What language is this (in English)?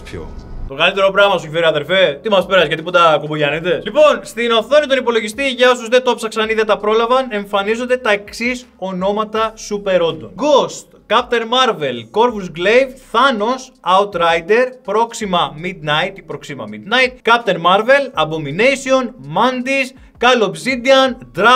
Greek